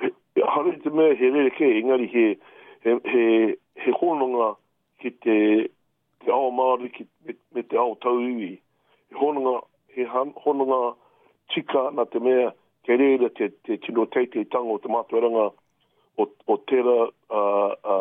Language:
Māori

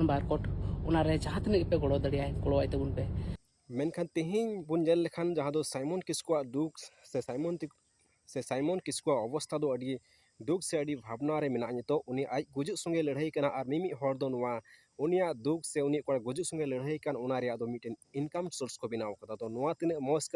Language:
Santali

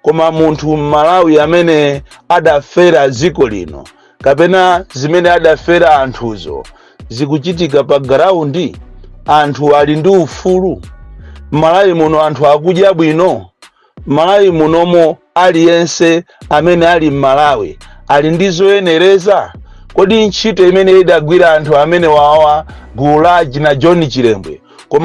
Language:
Nyanja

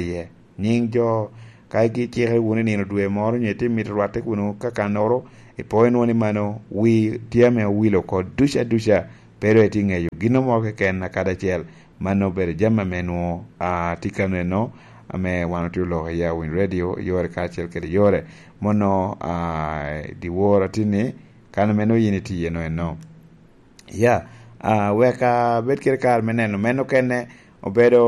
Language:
Lango (Uganda)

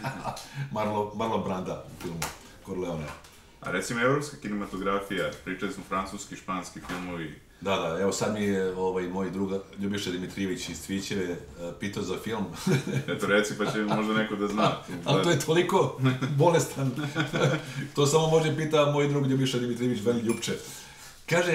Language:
Serbian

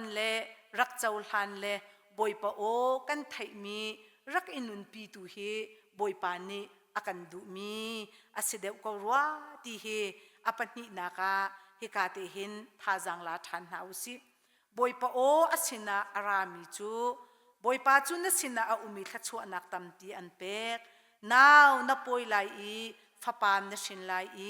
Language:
Hakha Chin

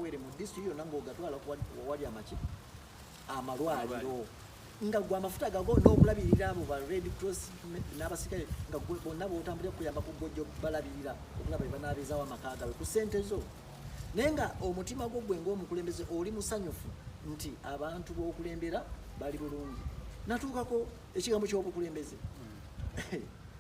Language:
Ganda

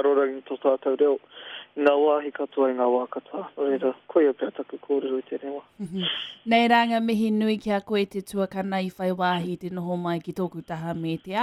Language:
Māori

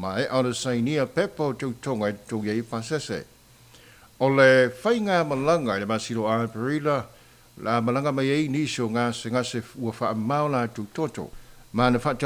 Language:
Samoan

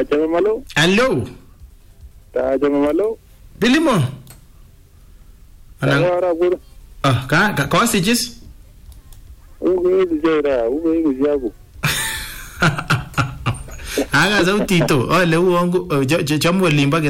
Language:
Swahili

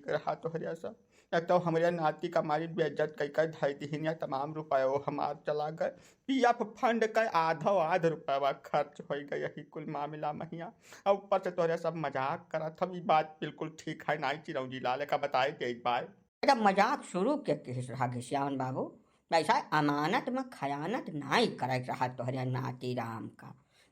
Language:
Awadhi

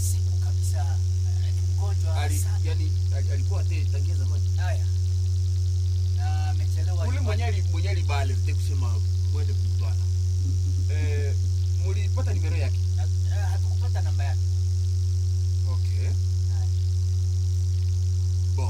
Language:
Swahili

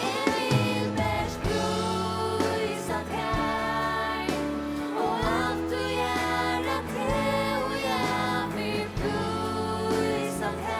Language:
Faroese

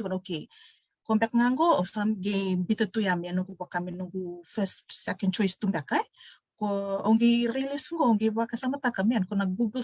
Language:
Fijian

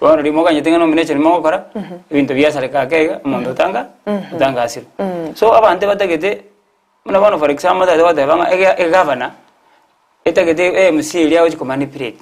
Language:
Gusii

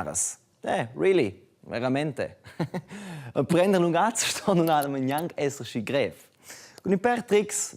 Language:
Romansh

